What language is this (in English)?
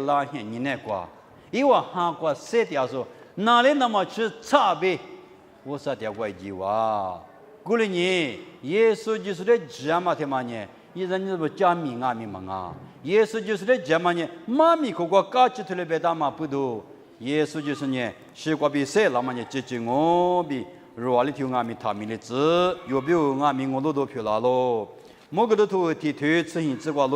Lisu